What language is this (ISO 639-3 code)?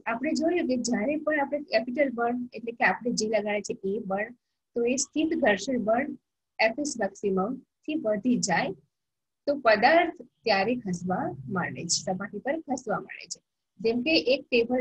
guj